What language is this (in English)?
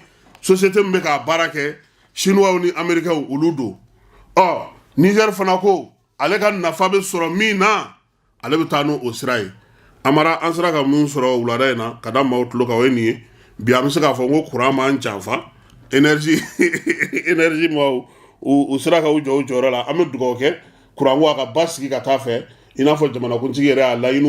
Bambara